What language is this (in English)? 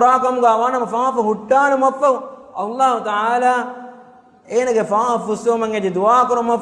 Divehi